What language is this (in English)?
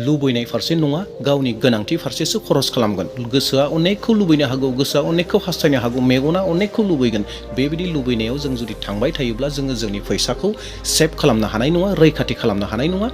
Bodo